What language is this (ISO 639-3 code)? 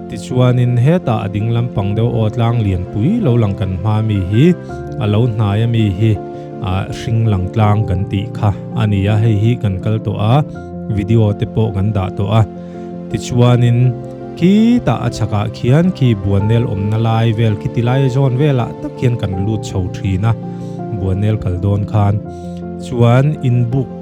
lus